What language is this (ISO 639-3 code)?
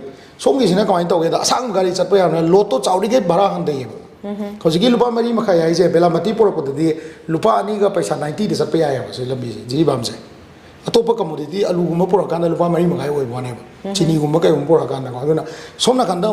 mni